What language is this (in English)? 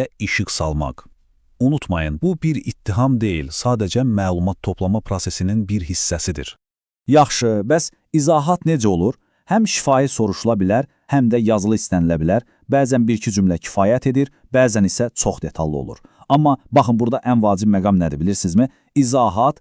Azerbaijani